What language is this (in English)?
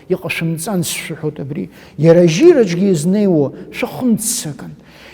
Abkhazian